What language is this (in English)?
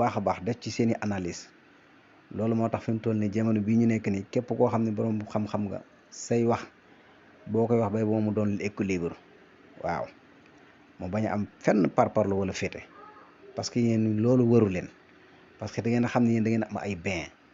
Wolof